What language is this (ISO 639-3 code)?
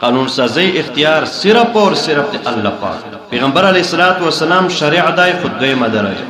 pus